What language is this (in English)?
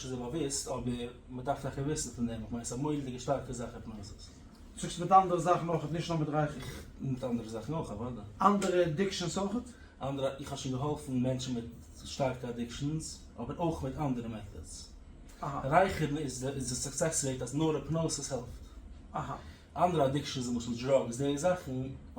Yiddish